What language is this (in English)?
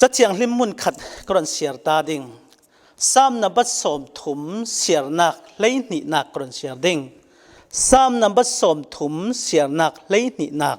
Falam Chin